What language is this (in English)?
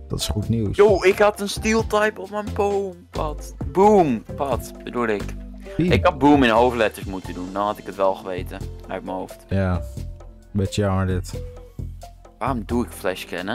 Dutch